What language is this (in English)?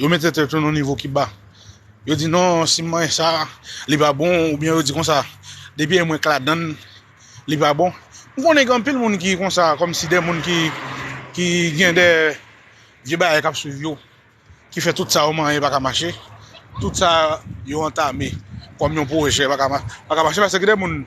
Haitian Creole